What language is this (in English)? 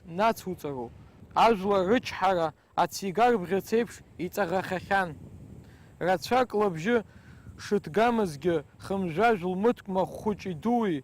Abkhazian